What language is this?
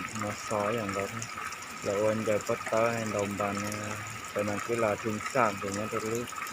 Hmong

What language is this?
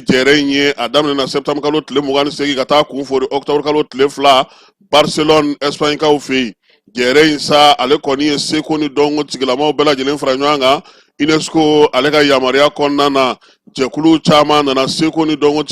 Bambara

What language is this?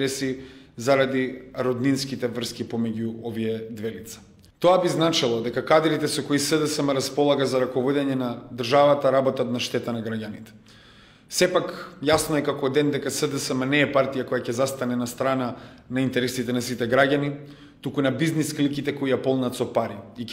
Macedonian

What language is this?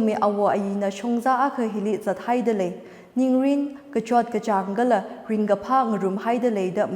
Tangkhul Naga (India)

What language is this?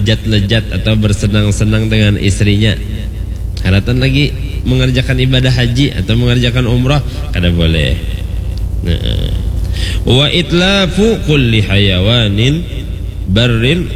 Banjar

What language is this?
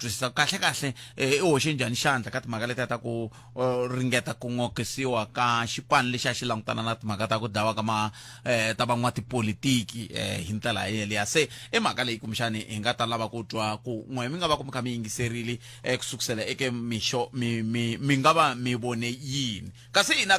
Tsonga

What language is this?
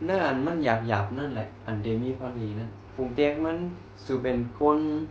Shan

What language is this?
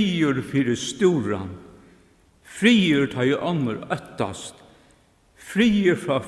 Faroese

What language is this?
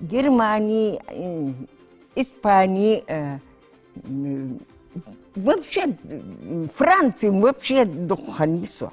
Ingush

